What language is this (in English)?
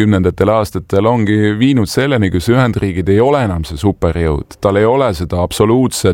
Estonian